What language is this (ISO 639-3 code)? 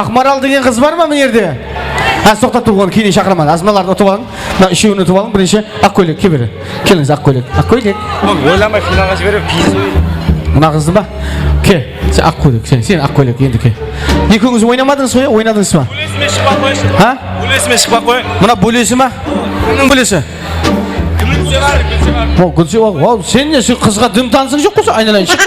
kaa